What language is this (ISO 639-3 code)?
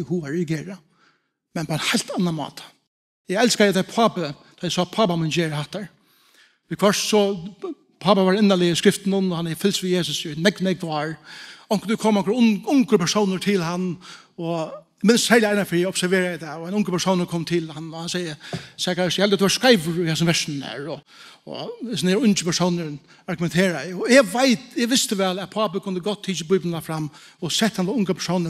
fao